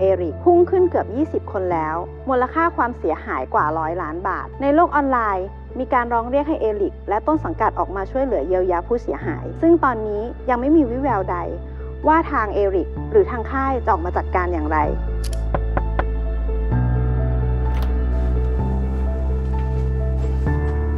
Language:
Thai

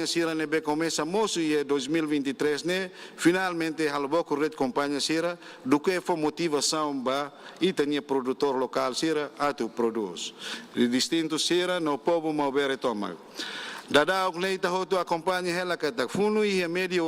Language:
Tetum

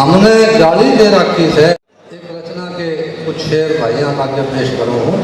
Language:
Haryanvi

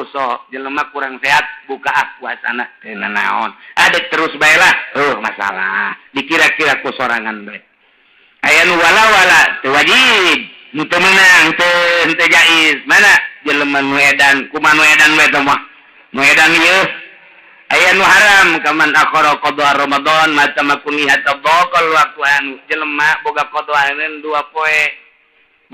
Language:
Sundanese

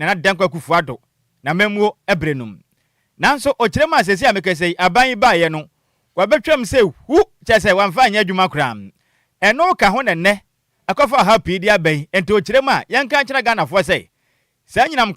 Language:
Akan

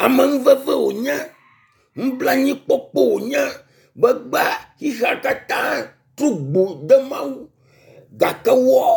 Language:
Ewe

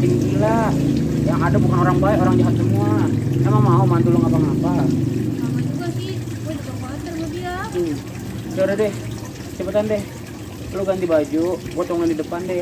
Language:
Betawi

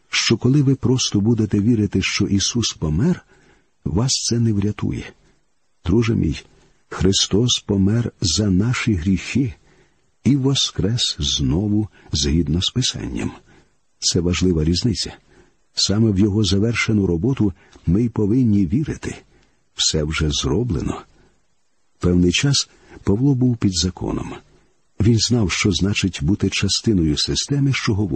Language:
Ukrainian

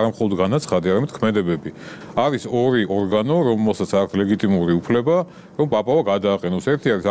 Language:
Georgian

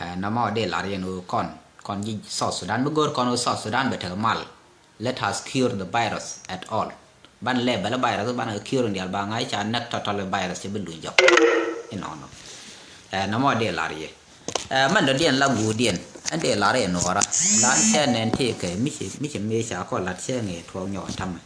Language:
Nuer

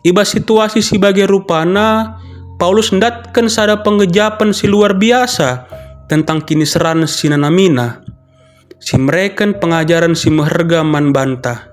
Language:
Batak Karo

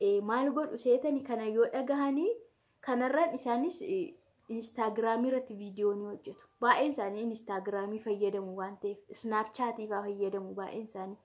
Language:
Oromo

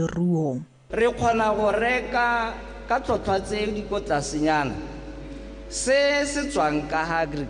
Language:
Tswana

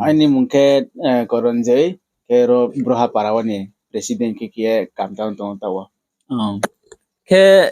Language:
Riang (India)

